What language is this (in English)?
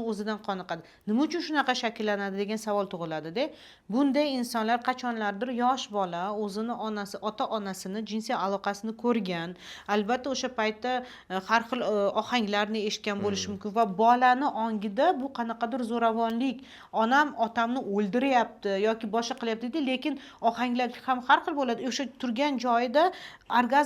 Uzbek